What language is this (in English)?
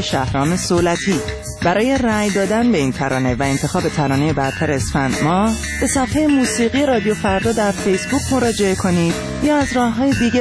Persian